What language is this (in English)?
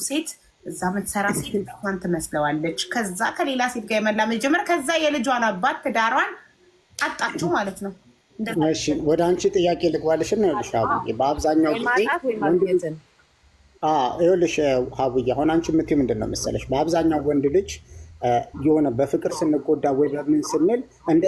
Amharic